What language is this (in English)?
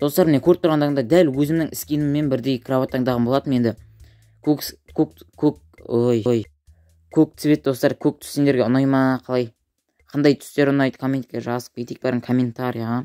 Kazakh